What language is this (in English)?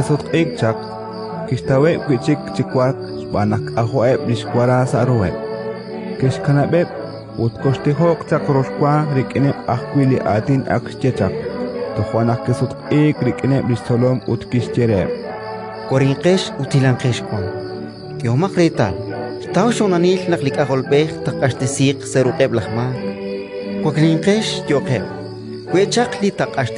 Kekchí